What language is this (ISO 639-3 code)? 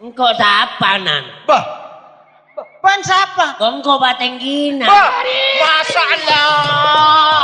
mad